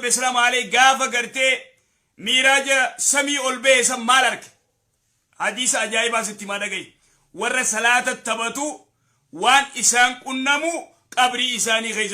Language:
Oromo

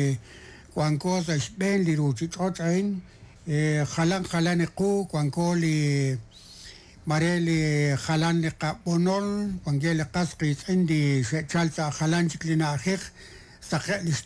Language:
Kekchí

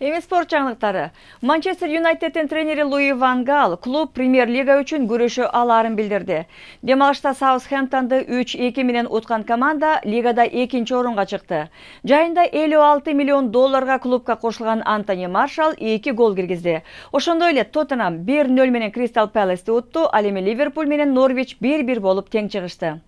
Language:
Kyrgyz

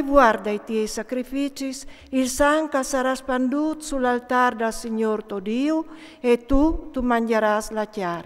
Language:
Friulian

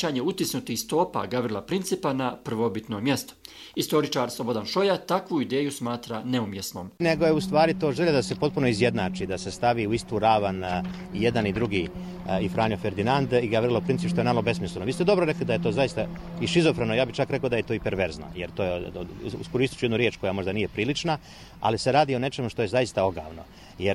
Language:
Bosnian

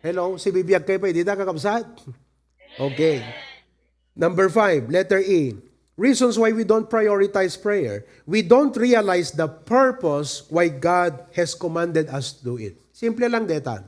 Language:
Iloko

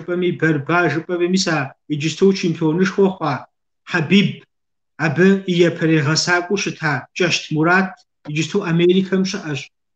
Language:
Kabardian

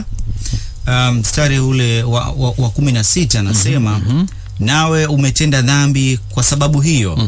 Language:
Swahili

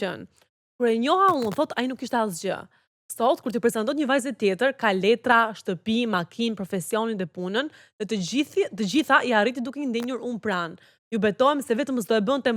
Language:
Albanian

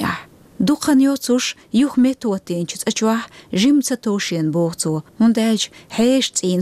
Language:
Chechen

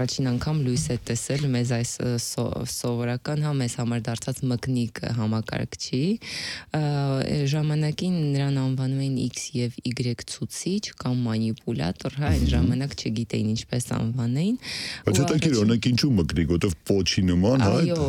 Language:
Armenian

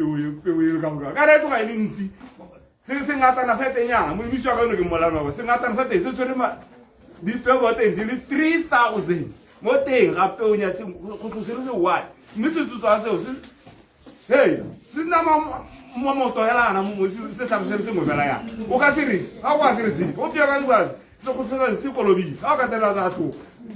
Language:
Tswana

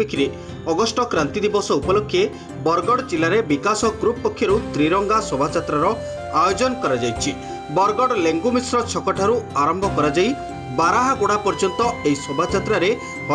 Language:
Odia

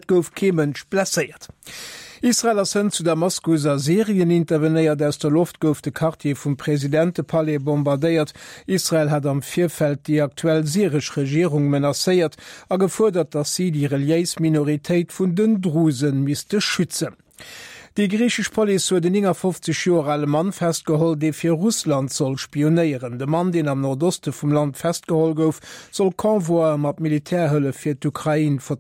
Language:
Luxembourgish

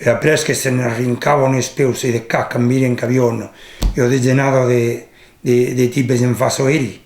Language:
Occitan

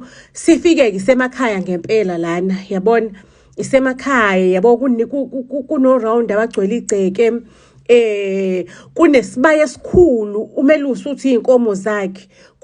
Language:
Zulu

